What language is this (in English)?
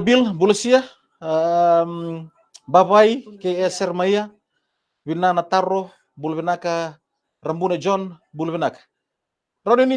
Fijian